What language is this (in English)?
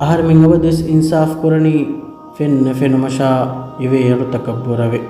Divehi